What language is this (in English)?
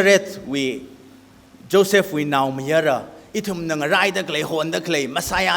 Tangkhul Naga (India)